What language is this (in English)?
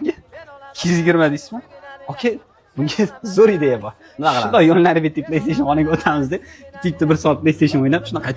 Uzbek